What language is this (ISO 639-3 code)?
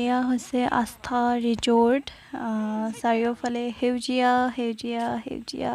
asm